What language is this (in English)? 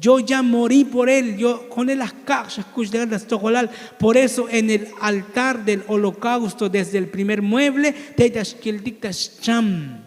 Tzotzil